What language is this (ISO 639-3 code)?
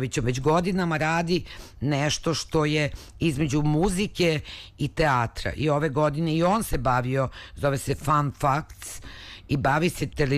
srp